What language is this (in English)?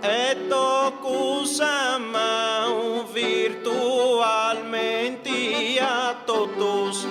Sardinian